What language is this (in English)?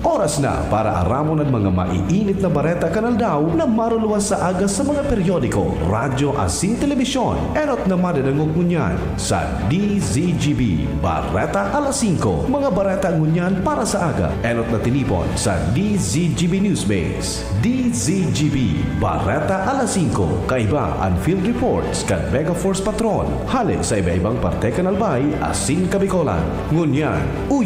Bikol